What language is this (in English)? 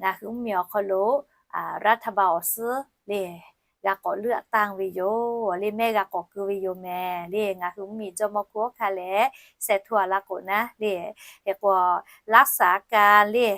Lahu